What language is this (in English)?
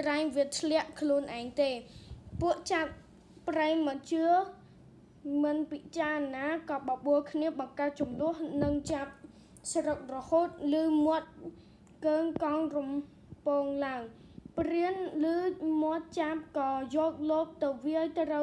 Khmer